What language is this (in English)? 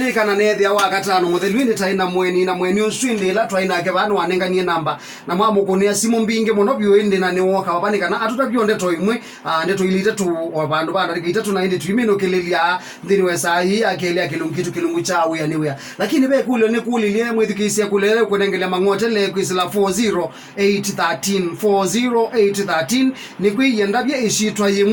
Kamba